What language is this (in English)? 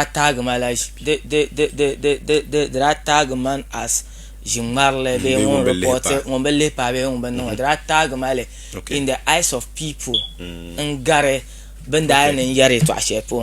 Dagbani